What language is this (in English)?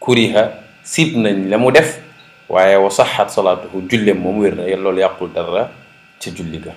Wolof